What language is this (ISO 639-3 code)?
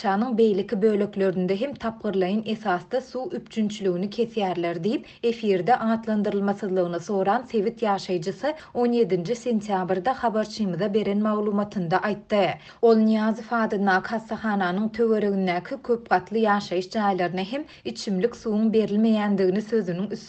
tuk